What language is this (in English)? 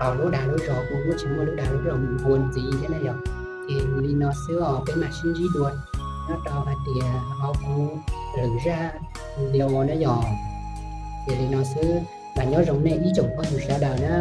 Hmong